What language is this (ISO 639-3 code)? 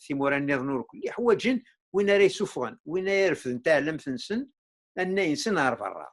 kab